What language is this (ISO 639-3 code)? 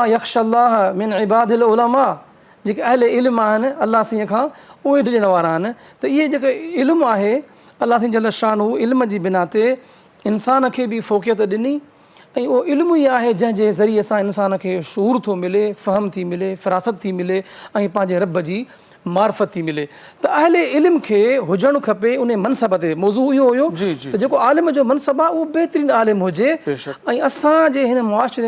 snd